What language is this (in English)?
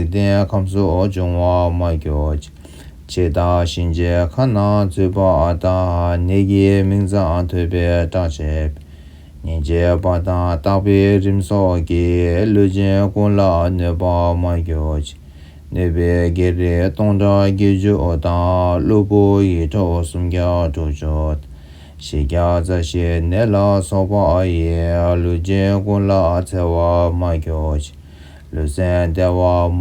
Tibetan